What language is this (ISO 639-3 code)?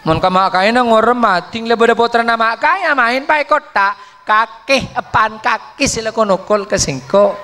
mad